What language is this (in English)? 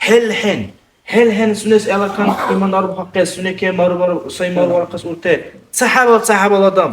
Dargwa